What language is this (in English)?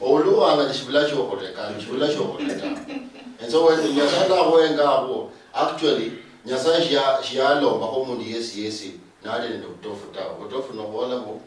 Luyia